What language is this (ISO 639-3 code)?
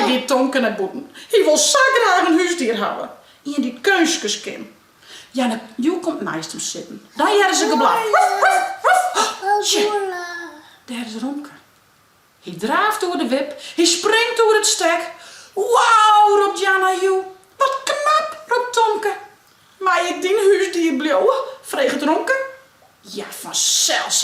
fry